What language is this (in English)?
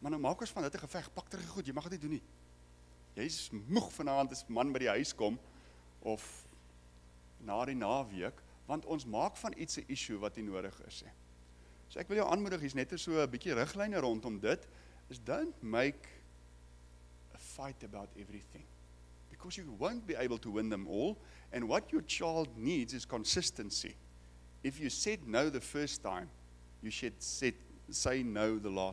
Afrikaans